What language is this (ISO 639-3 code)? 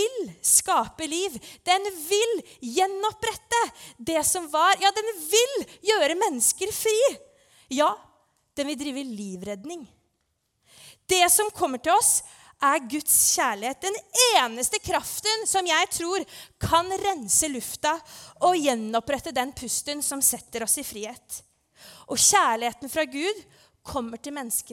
nor